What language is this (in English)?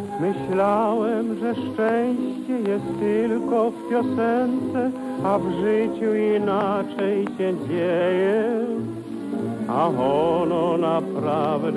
Polish